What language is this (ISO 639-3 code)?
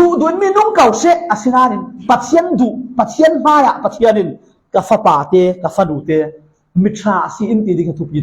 cfm